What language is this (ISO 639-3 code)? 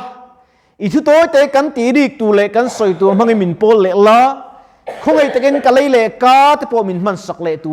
lus